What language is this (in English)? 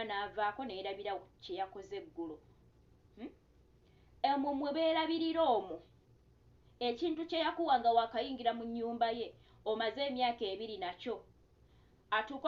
Ganda